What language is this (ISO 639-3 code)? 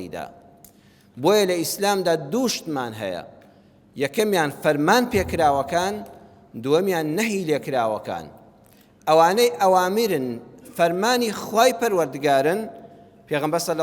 ckb